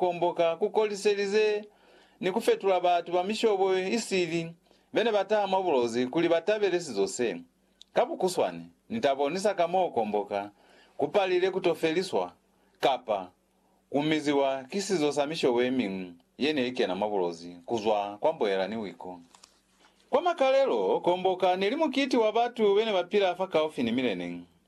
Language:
Lozi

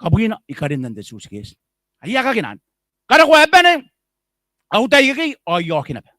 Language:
Gilbertese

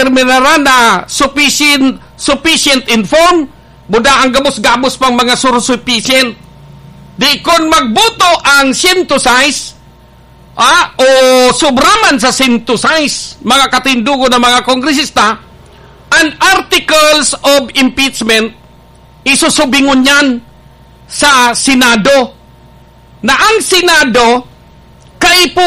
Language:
Bikol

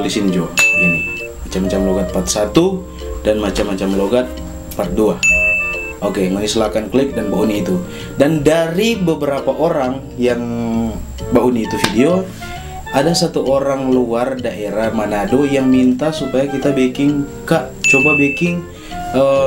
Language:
Manado Malay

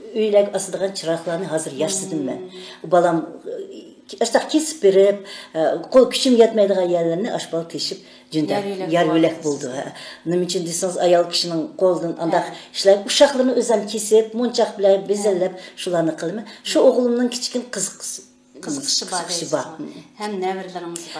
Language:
Uyghur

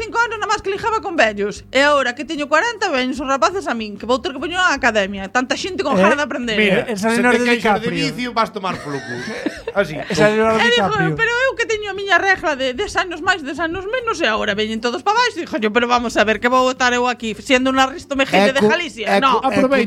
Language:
Galician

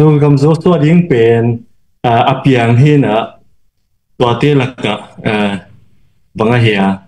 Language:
Tedim Chin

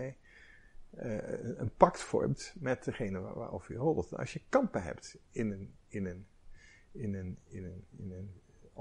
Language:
Dutch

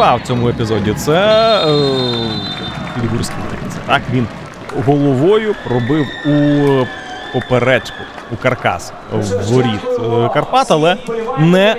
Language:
Ukrainian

